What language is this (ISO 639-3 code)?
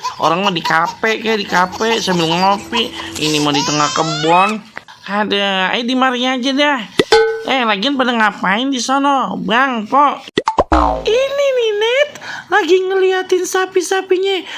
bew